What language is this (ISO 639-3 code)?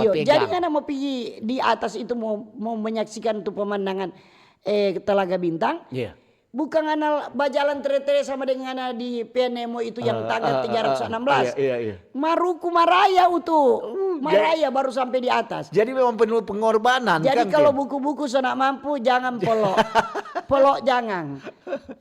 xmm